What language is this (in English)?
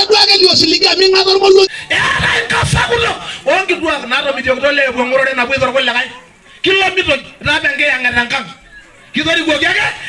Masai